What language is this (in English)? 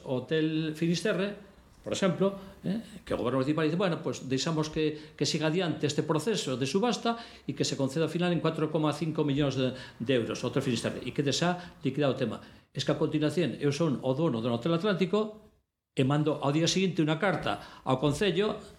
Galician